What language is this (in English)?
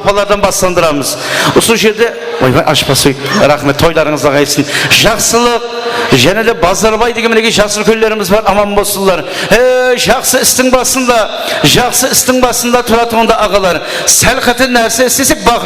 Kara-Kalpak